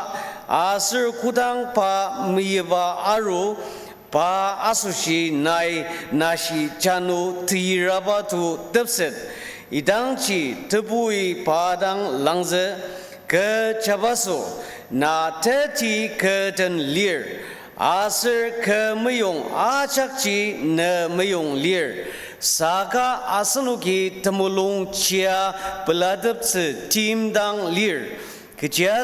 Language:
Ao Naga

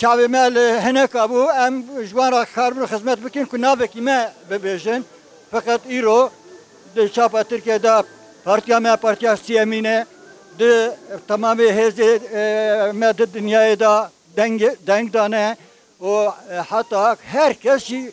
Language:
Kurdish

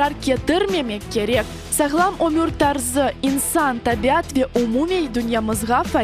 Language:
Crimean Tatar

